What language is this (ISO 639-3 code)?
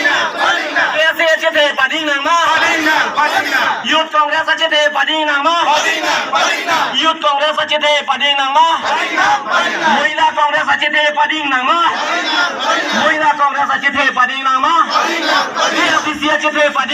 mjw